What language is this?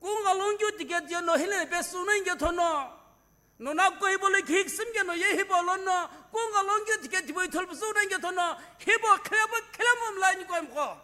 Sumi Naga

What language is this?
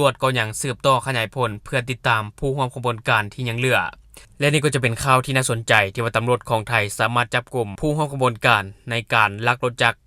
Lao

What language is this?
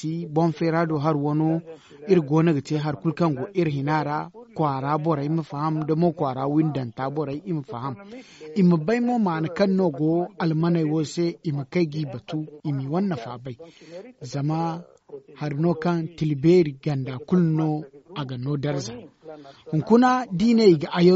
Zarma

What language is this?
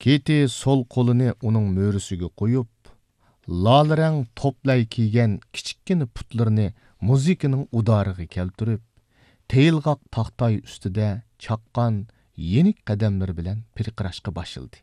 Uyghur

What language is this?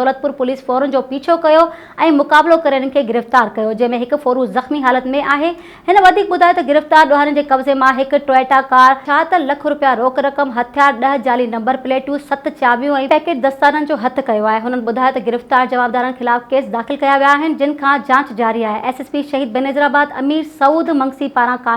Sindhi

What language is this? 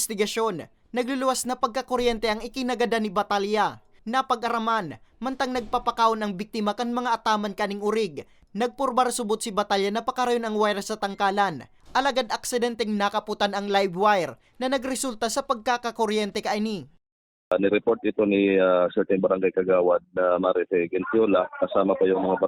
Bikol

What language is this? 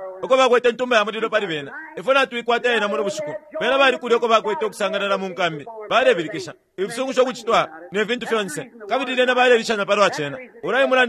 Bemba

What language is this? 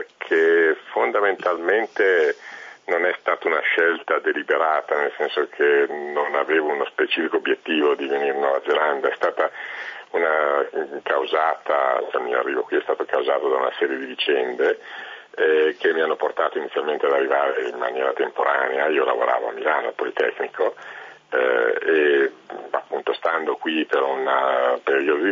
Italian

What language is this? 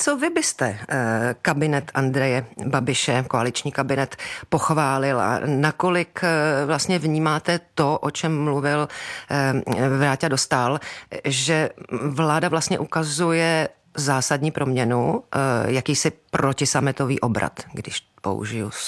Czech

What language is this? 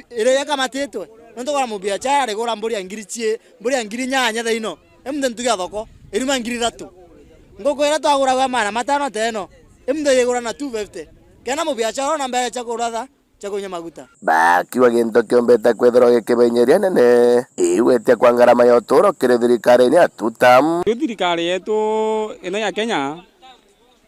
Meru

